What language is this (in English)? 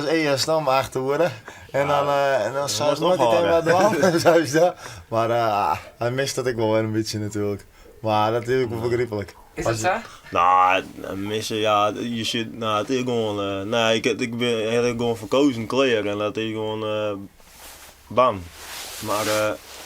Western Frisian